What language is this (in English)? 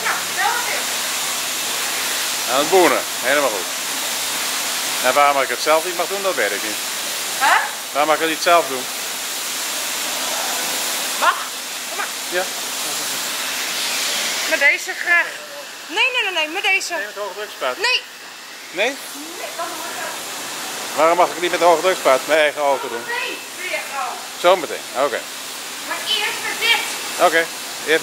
Dutch